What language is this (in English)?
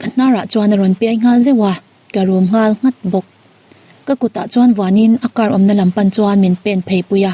Mizo